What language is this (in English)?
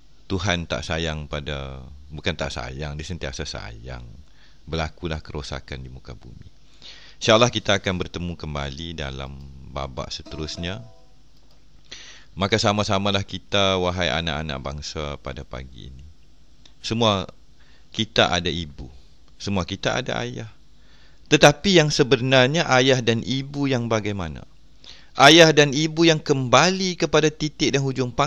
Malay